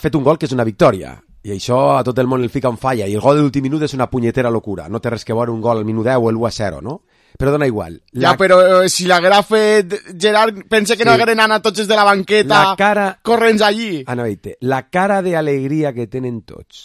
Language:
Catalan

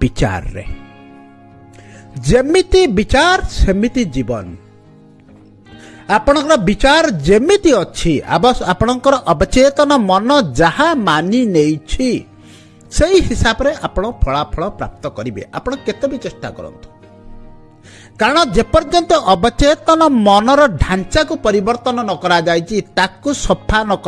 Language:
Odia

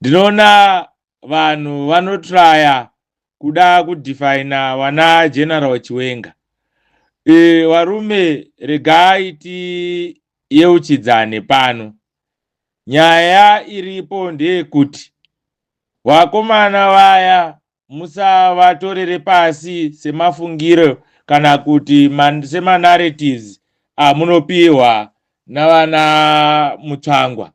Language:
Shona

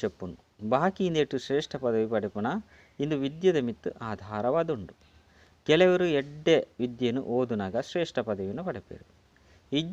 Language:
Tulu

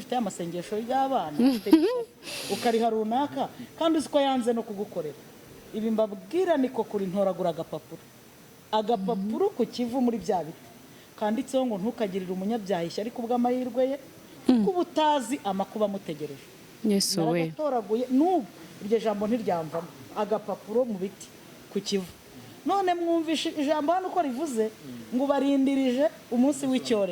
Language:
Kinyarwanda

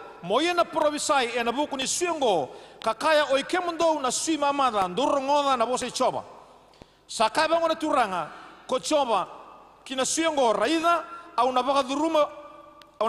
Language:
Fijian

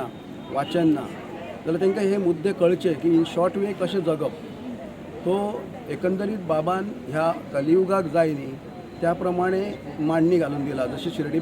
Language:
Konkani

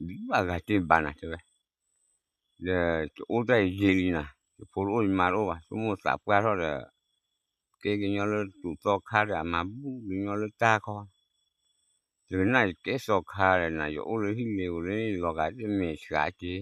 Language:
S'gaw Karen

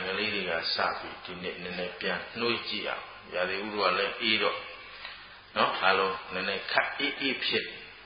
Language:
Burmese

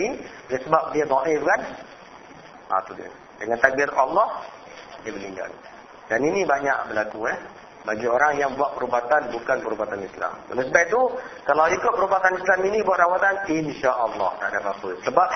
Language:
Malay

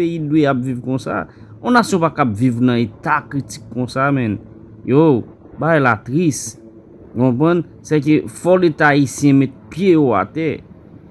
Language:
Haitian Creole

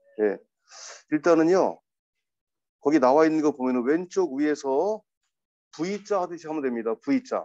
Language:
Korean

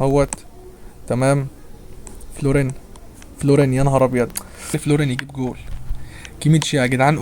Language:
Egyptian Arabic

